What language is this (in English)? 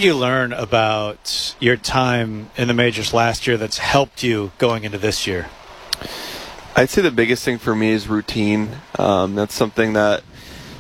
English